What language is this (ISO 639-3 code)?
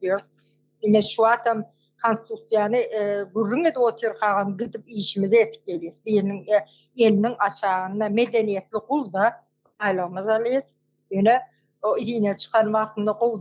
tuk